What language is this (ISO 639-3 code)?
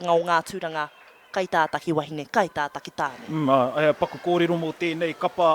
mri